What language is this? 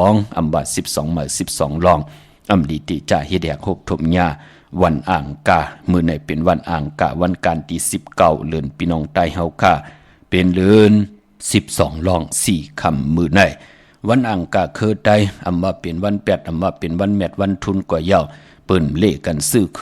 Shan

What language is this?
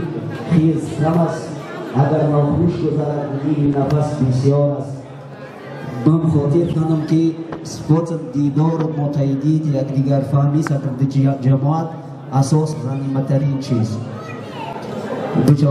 Persian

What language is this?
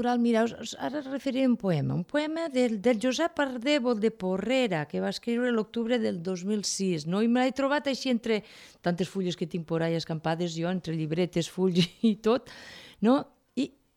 Catalan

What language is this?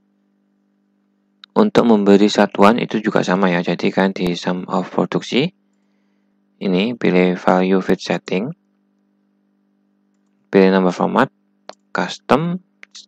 Indonesian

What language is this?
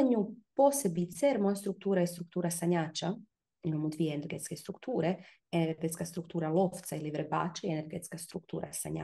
Croatian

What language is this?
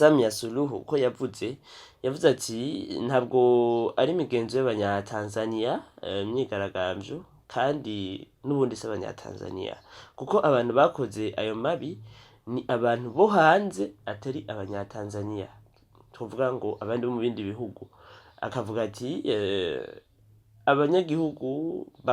Rundi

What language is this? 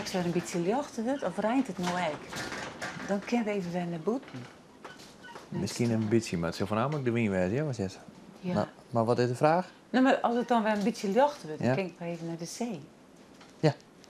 Western Frisian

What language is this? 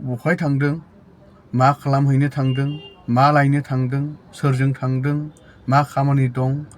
Bodo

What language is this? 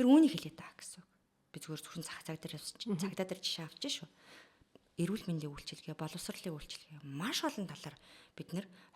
Mongolian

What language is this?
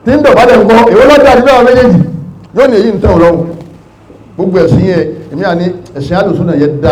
Yoruba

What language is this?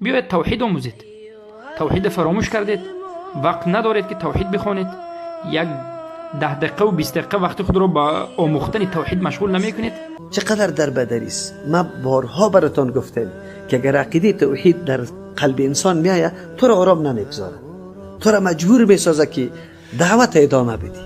Tajik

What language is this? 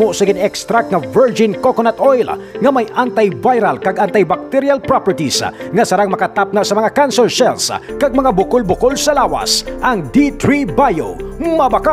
Hiligaynon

